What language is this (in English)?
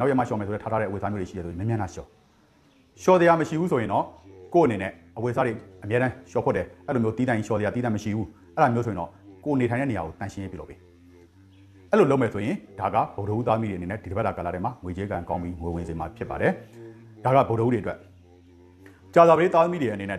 Burmese